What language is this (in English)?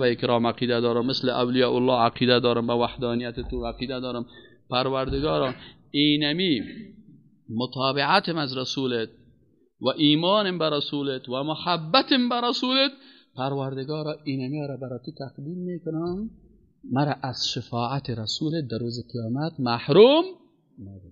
Persian